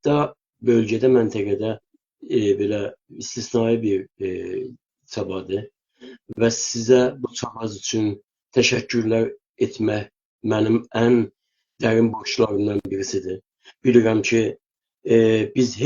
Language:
South Azerbaijani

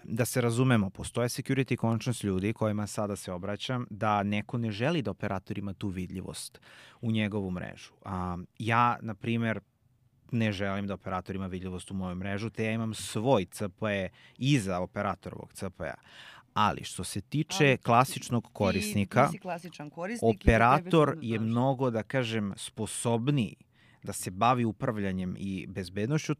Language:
Serbian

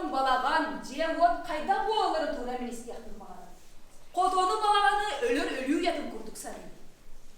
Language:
Yakut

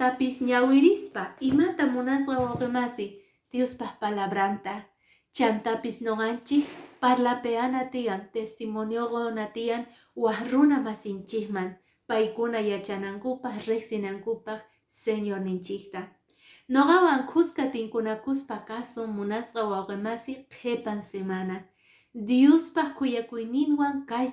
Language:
Quechua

